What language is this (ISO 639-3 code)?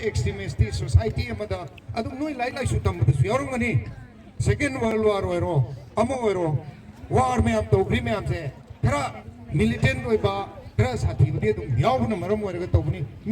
mni